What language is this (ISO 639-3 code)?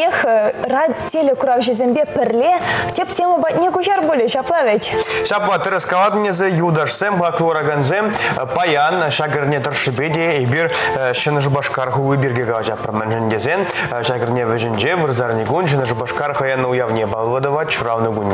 chv